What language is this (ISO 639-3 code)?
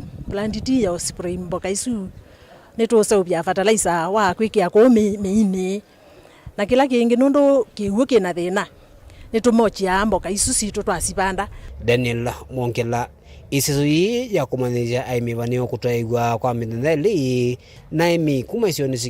kam